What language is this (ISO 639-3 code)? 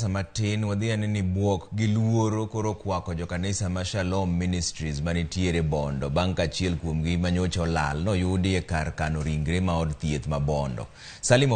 luo